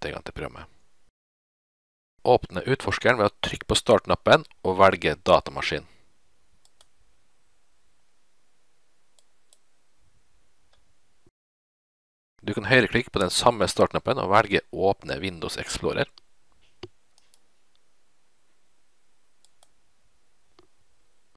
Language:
Norwegian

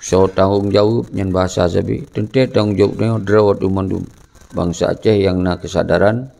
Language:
Achinese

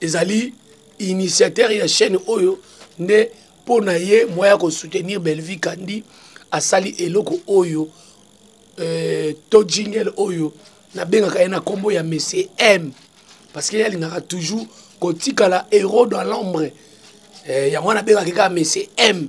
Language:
Lingala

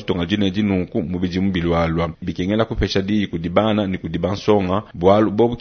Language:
Luba-Lulua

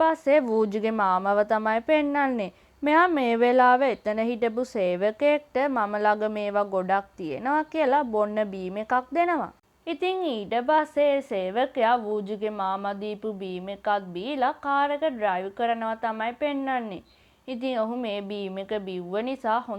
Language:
Sinhala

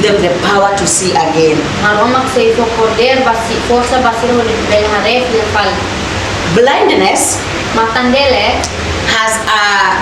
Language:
Tetum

